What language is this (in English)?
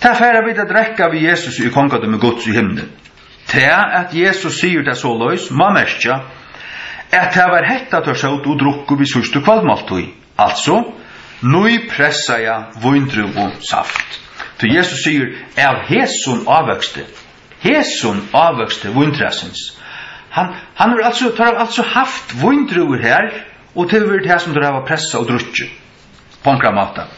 Faroese